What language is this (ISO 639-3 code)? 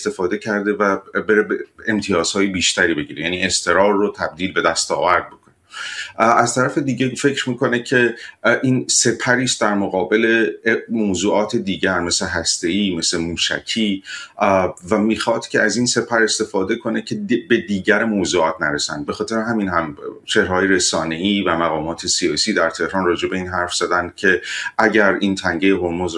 fas